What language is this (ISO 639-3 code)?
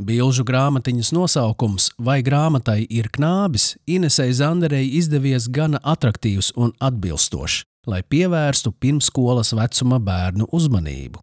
lav